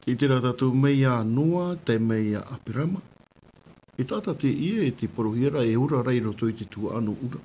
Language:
Tahitian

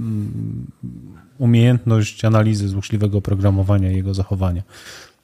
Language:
Polish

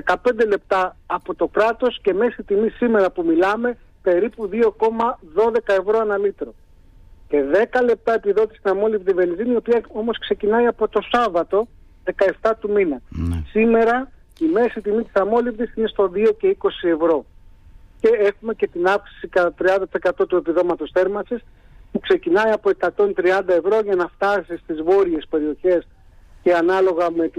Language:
Greek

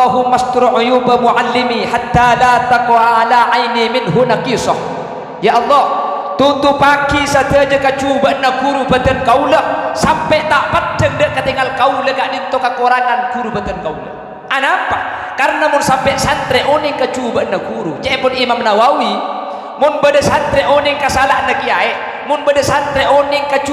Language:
Madurese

